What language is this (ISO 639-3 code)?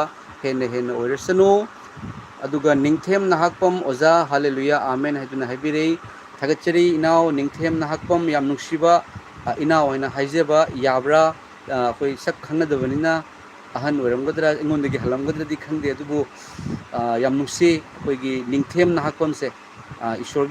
mni